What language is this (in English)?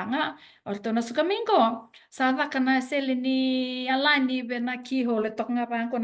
Fijian